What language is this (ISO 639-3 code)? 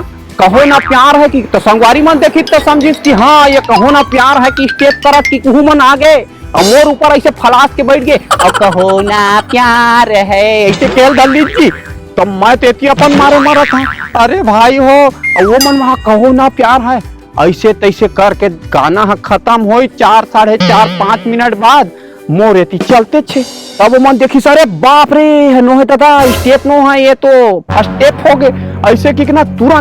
hne